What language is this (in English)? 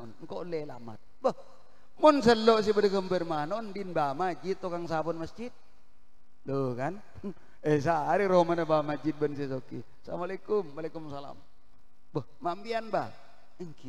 Madurese